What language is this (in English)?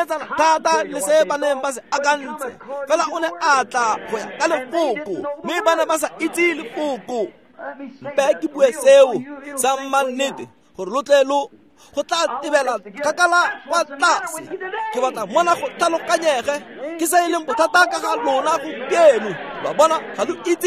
Tswana